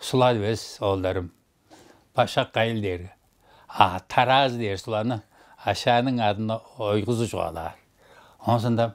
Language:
Tuvinian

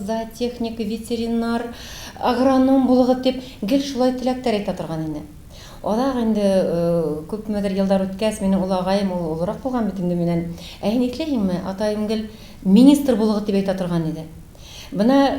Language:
Tatar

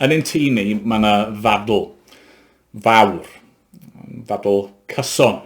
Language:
Welsh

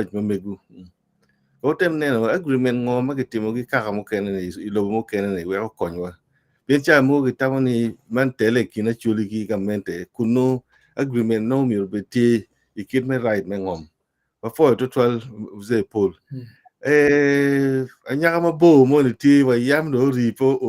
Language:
Acoli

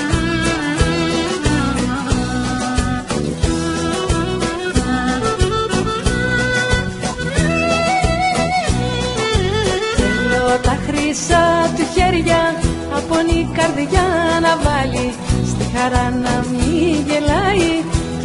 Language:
Greek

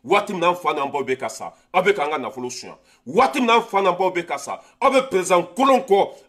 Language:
Bambara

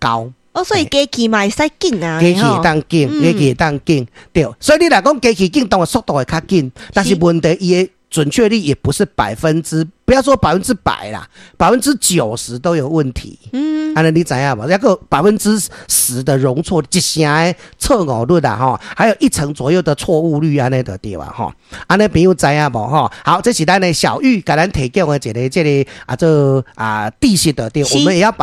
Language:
Min Nan Chinese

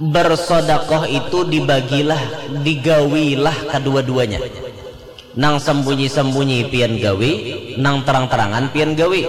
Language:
Banjar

